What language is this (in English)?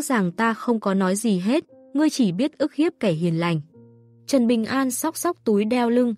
Vietnamese